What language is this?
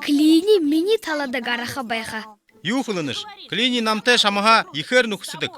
Buriat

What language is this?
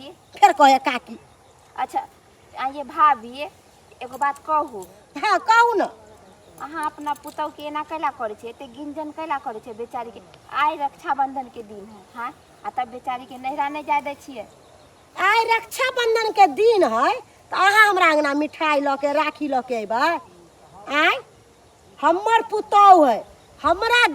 Maithili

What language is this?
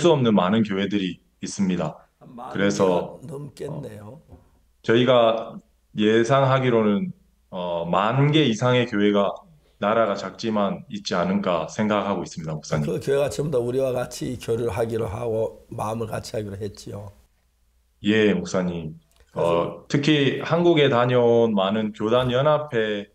Korean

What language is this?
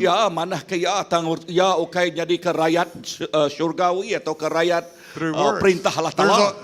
Iban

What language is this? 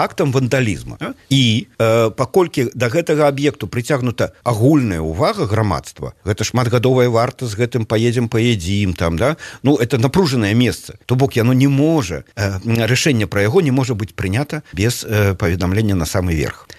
Belarusian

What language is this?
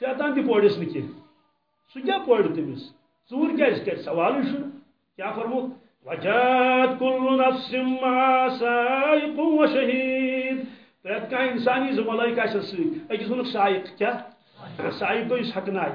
Kashmiri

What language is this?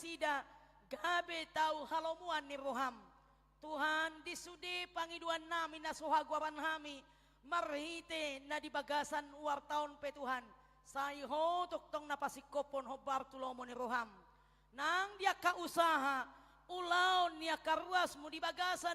Batak Toba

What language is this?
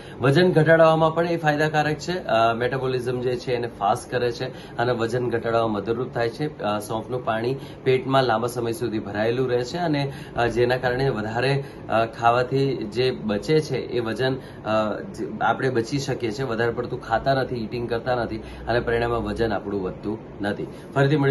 Gujarati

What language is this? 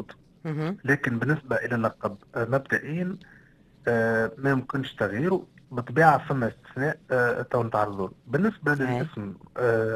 Tunisian Arabic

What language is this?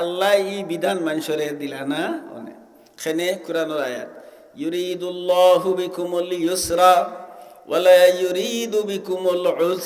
Sylheti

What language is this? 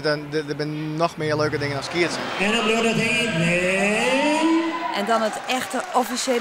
Western Frisian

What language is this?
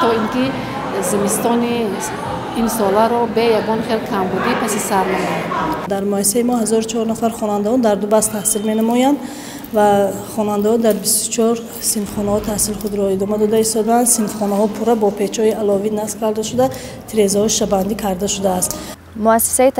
Tajik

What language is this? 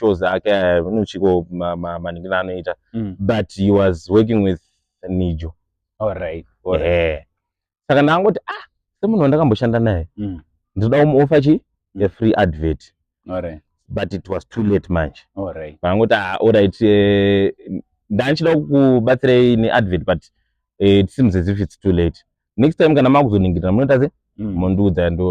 Shona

